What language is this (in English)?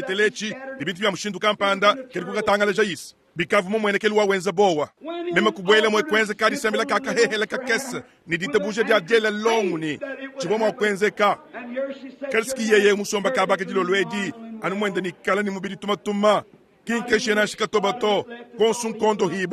Luba-Lulua